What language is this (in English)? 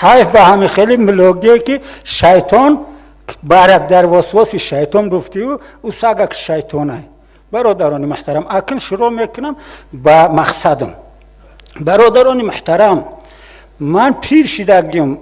Tajik